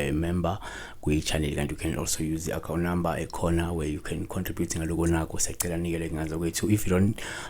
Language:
Zulu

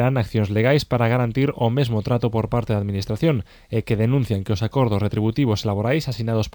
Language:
Galician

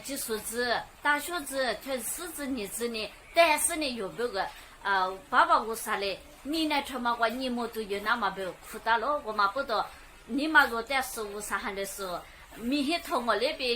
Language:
Lisu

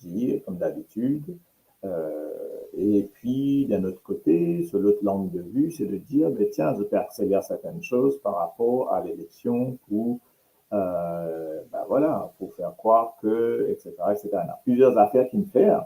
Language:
Morisyen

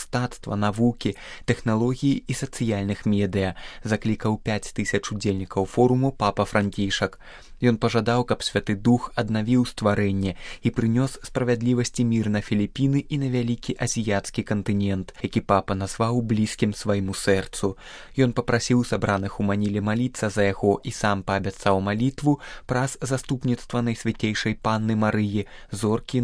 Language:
Belarusian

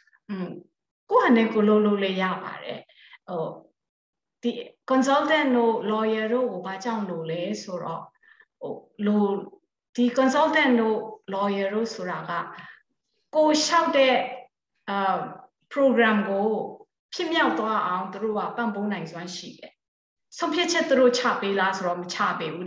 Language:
Burmese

